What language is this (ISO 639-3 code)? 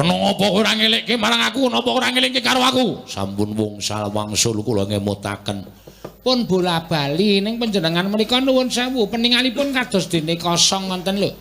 jav